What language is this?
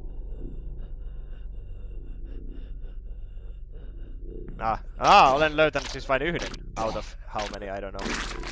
Finnish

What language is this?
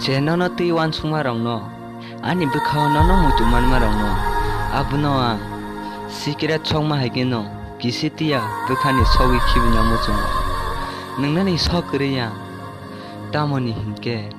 Kok Borok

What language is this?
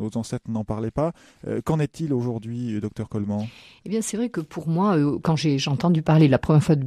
French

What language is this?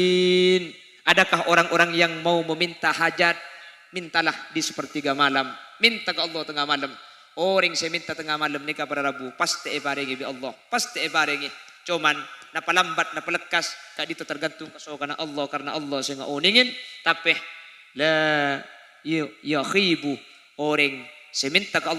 Madurese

